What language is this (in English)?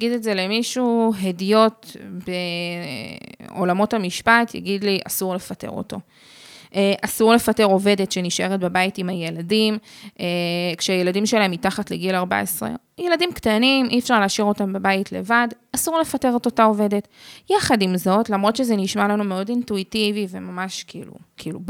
Hebrew